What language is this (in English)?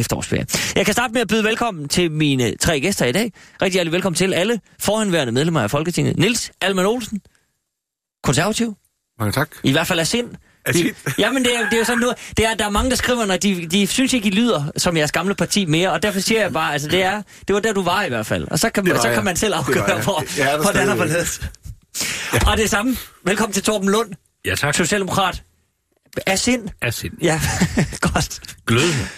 Danish